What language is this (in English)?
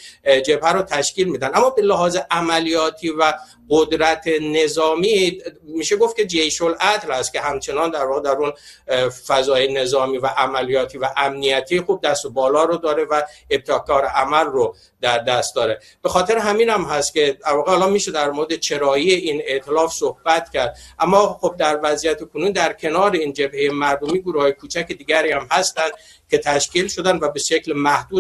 Persian